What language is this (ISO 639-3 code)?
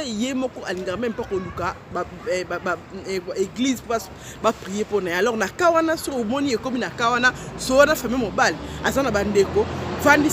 lin